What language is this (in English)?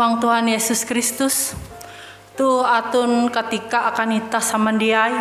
Ngaju